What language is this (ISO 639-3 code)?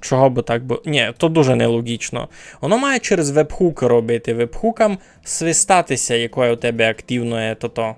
rue